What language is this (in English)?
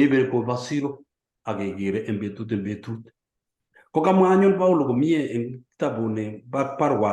Kalenjin